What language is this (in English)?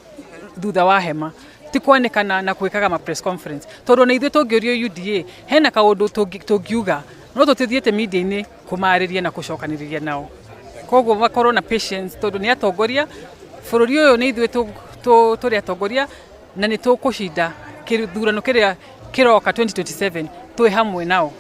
Kikuyu